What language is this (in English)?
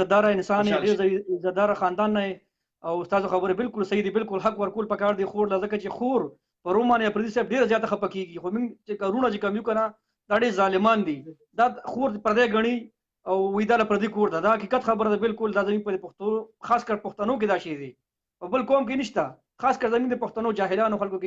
Pashto